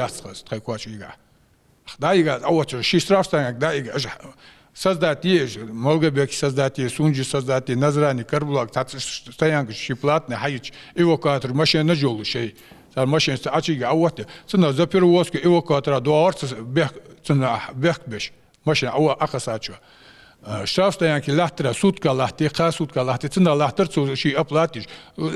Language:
Ingush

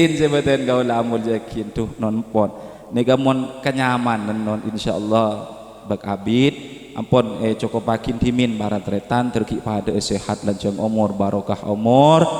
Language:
Madurese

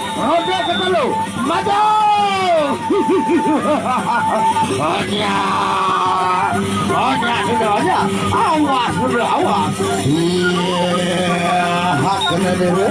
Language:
Sasak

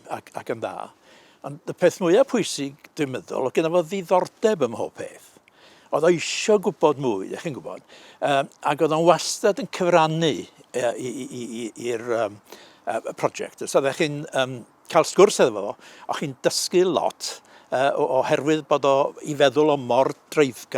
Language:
Welsh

